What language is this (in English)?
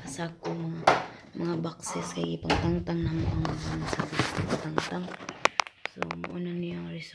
Cebuano